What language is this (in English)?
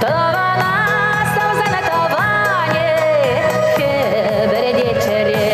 Chuvash